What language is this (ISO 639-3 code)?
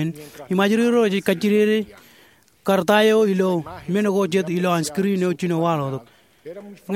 mah